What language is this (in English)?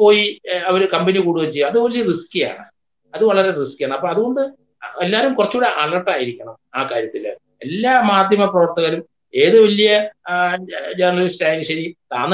Malayalam